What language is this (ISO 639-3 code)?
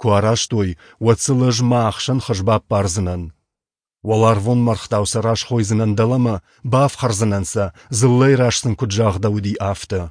oss